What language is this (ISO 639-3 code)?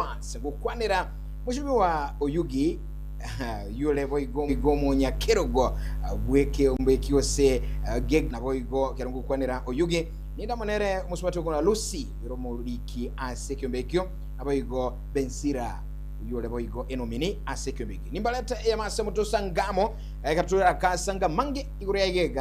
guz